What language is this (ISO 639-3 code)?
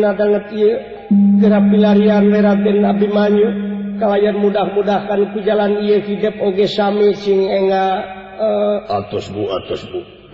sun